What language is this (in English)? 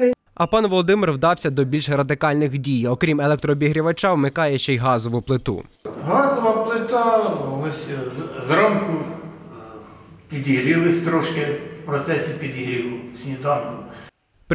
Ukrainian